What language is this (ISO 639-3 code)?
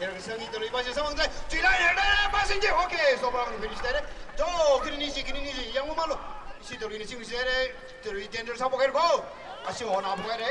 nmf